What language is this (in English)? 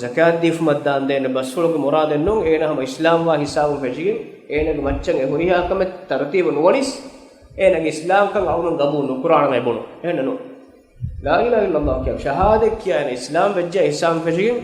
Divehi